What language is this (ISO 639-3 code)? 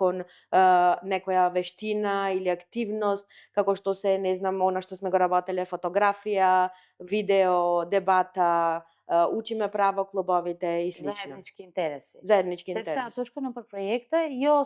mkd